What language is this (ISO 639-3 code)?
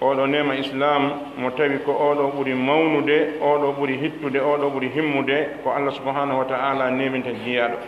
fuf